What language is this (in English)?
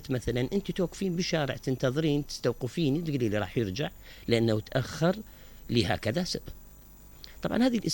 Mesopotamian Arabic